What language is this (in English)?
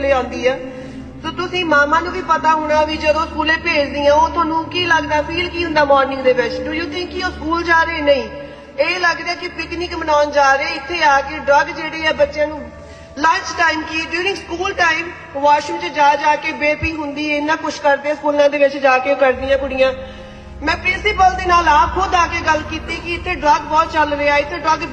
Punjabi